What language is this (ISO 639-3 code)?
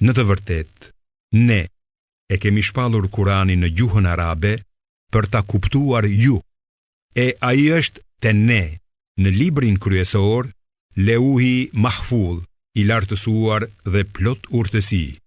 sqi